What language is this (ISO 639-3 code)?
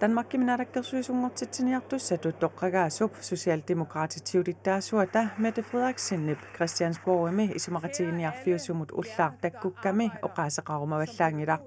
kal